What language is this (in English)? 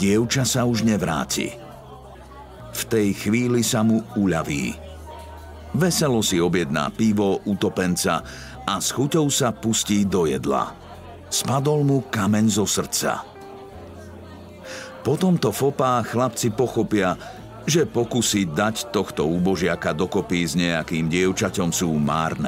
Slovak